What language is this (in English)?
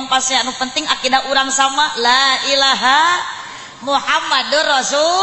Sundanese